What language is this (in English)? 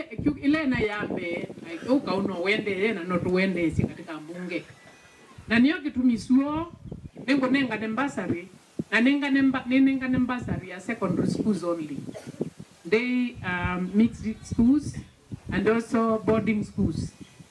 Kamba